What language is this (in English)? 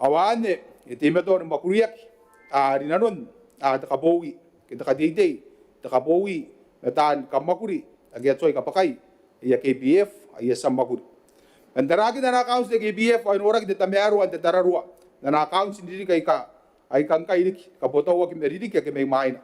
Gilbertese